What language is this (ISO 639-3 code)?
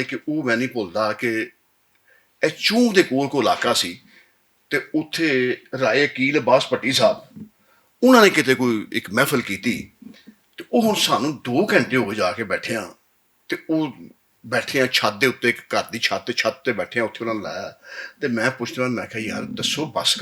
lah